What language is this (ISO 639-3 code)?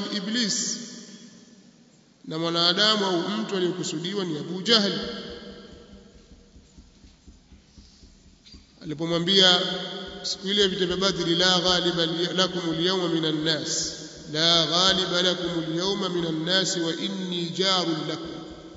swa